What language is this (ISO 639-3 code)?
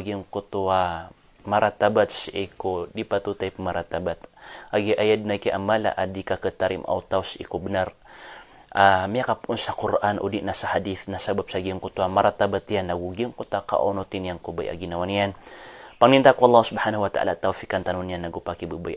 mrw